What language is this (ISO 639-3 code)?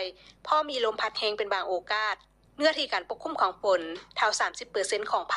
lao